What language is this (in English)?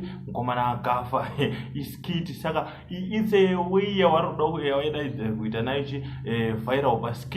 Shona